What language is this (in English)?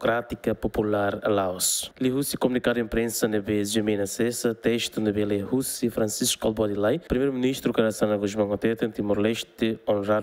Tetum